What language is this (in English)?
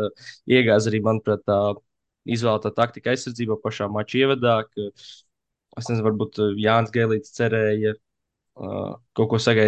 Latvian